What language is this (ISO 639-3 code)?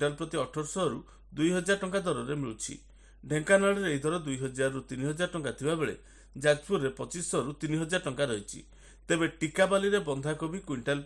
ori